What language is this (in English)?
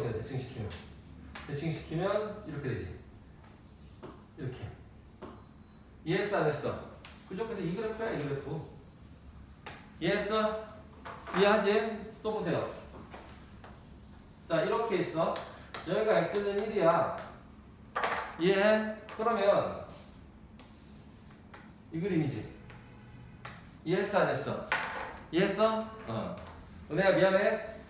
Korean